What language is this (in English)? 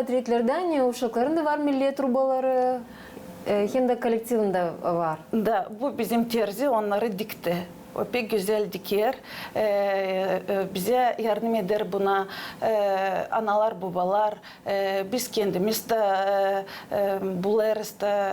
Gagauz